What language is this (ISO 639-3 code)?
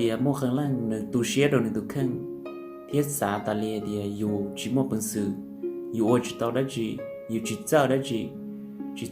hmn